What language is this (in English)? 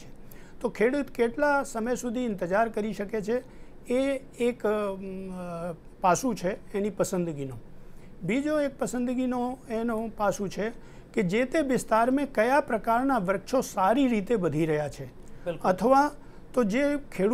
Gujarati